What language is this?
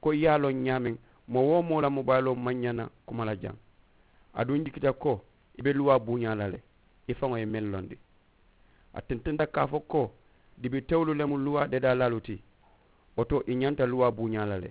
Mandingo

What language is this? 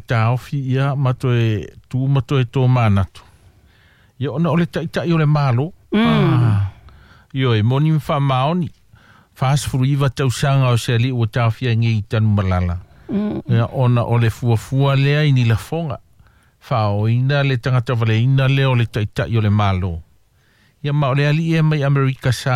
Samoan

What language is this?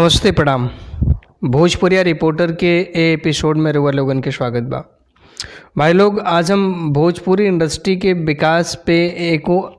Bhojpuri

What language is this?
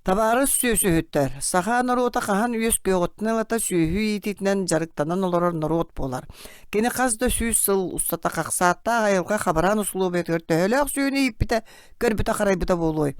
Yakut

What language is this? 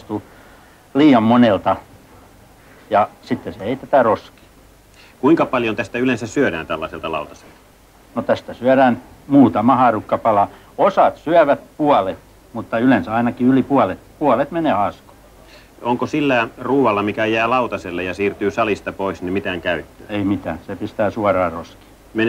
Finnish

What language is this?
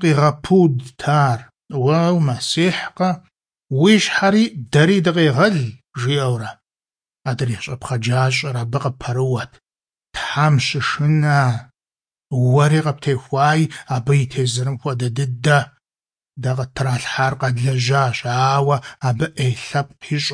Kabardian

